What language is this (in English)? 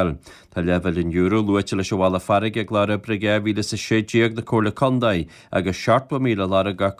Irish